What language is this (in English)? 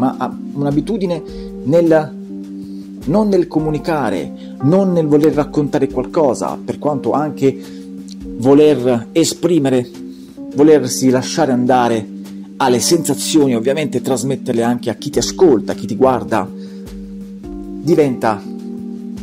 Italian